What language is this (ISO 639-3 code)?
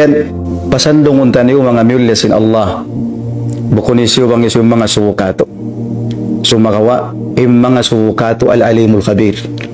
tsg